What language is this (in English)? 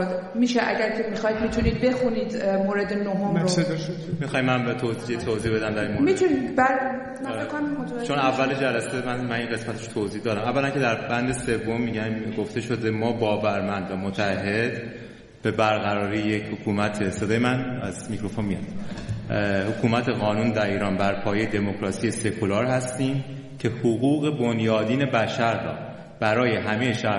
Persian